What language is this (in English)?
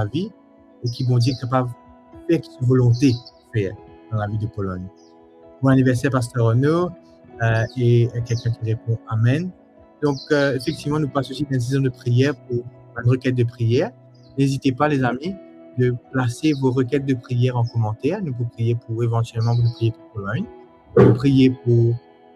Morisyen